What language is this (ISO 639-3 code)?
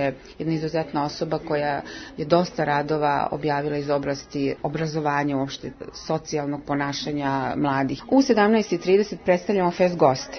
srp